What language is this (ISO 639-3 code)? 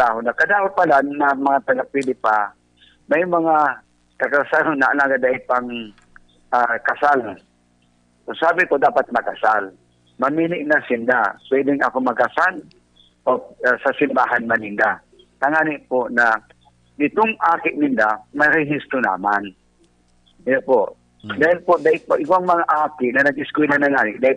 bik